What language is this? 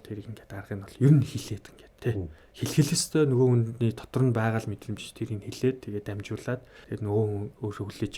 Mongolian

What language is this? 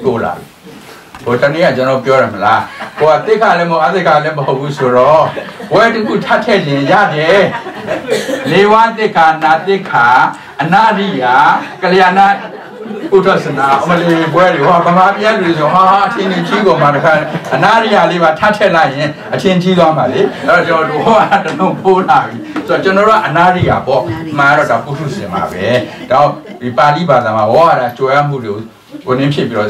Burmese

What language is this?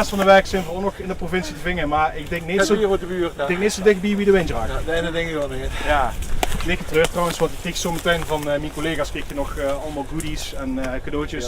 Limburgish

